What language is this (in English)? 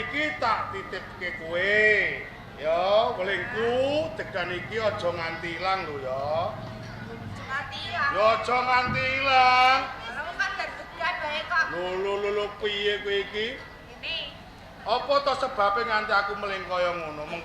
Javanese